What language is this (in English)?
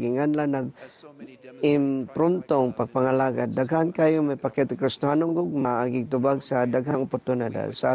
Cebuano